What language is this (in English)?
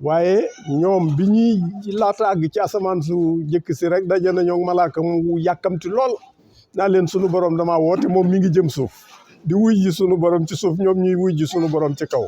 Wolof